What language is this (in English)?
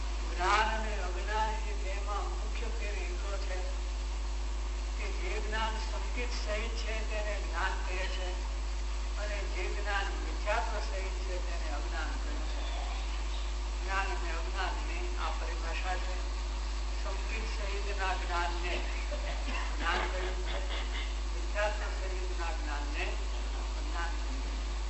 Gujarati